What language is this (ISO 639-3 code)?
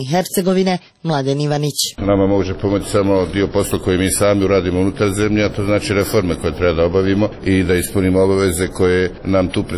bos